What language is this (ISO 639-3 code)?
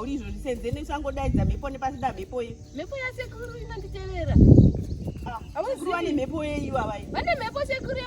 sna